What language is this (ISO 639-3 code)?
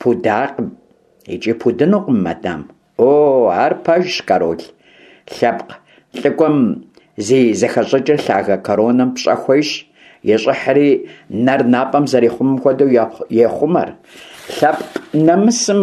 kbd